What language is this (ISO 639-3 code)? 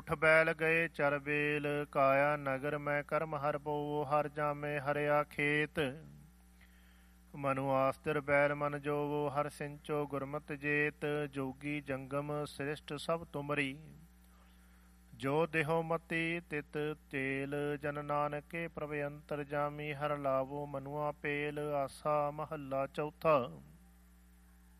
pan